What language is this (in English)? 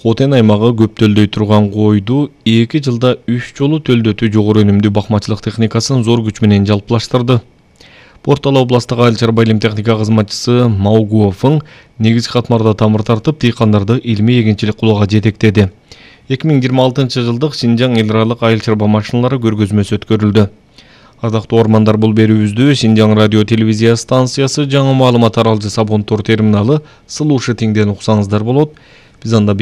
Kyrgyz